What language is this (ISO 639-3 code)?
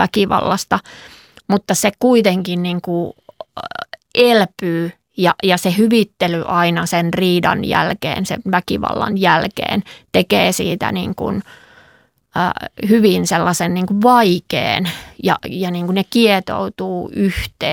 fin